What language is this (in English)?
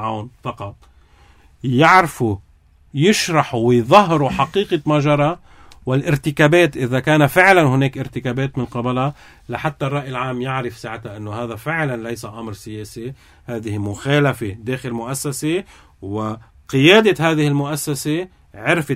North Levantine Arabic